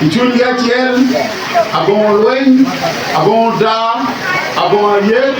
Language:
Lango (Uganda)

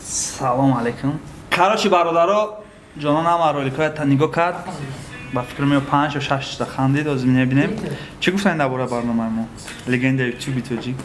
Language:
Tajik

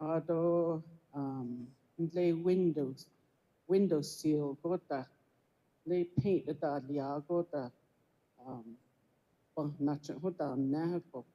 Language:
Navajo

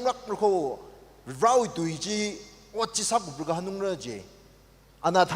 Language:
Tangkhul Naga (India)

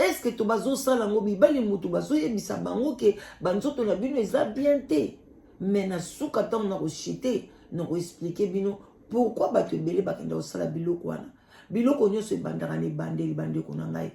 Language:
Lingala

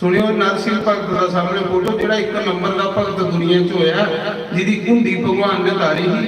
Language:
Dogri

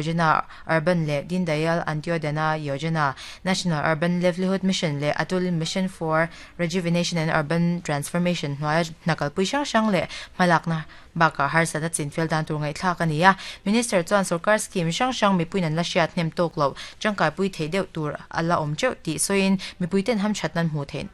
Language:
Mizo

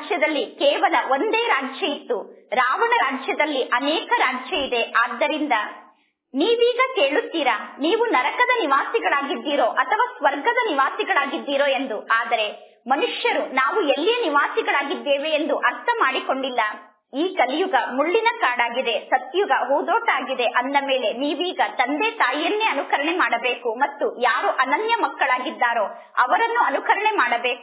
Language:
Kannada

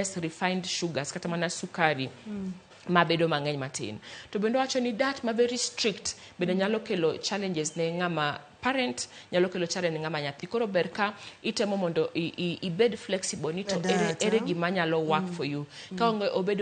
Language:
Luo (Kenya and Tanzania)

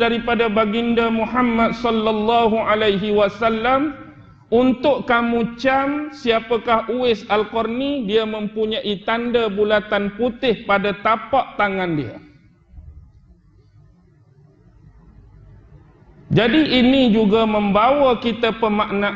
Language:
Malay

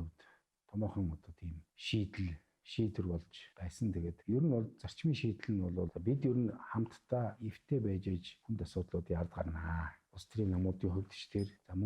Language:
Mongolian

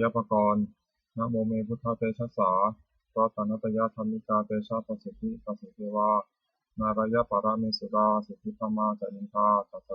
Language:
Pali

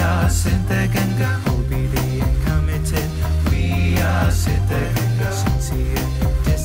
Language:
Kannada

